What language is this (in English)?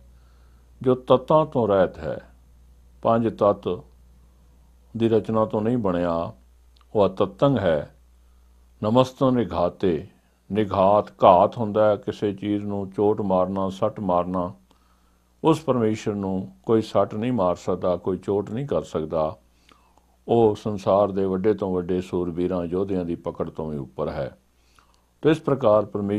Punjabi